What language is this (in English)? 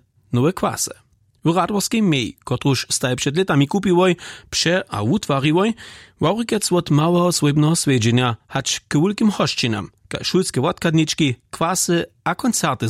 Upper Sorbian